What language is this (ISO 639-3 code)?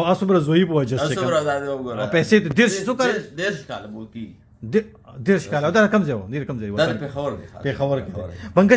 pus